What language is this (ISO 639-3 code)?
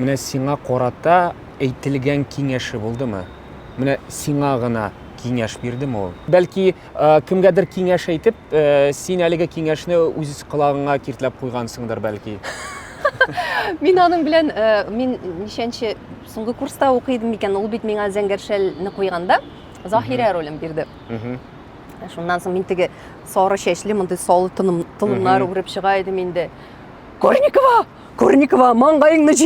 tat